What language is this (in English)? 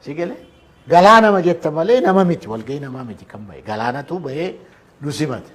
Oromo